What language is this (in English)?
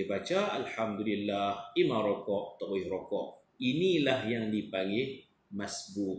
Malay